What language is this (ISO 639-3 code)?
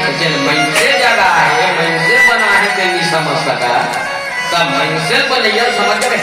hne